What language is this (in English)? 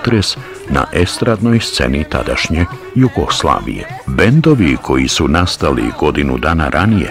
Bosnian